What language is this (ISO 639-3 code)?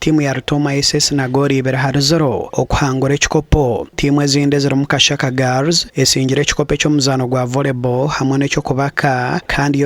nyn